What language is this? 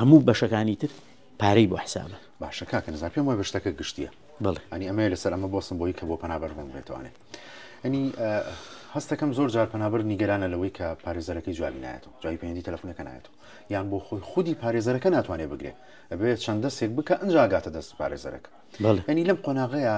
Central Kurdish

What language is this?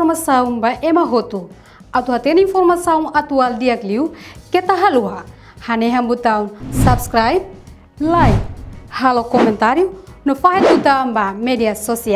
Tetum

